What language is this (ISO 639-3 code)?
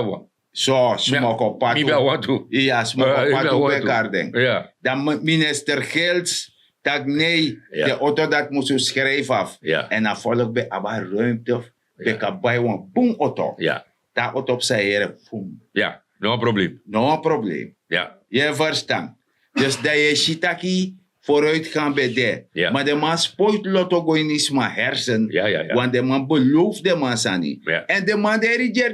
srn